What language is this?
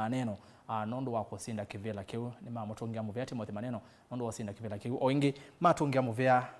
Kamba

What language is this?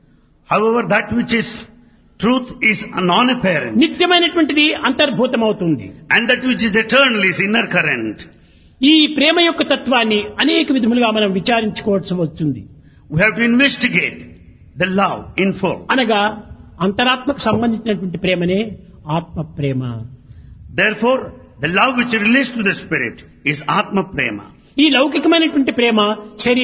Telugu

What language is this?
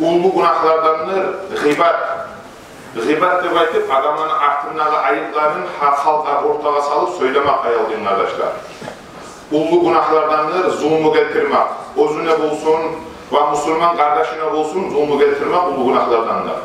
Kumyk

